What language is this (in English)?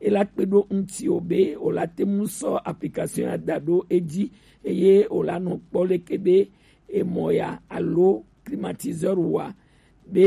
Gen